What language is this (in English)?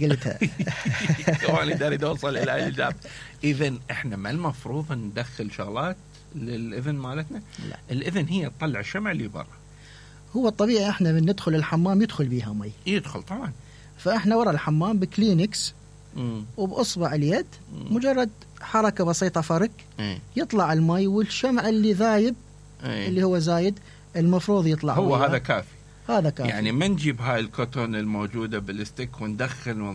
Mesopotamian Arabic